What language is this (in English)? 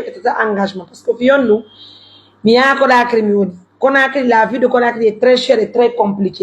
Pular